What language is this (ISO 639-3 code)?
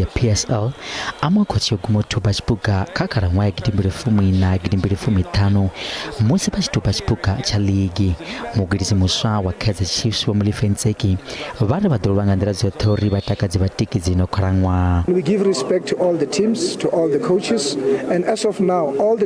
ven